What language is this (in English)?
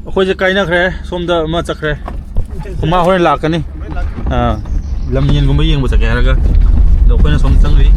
Manipuri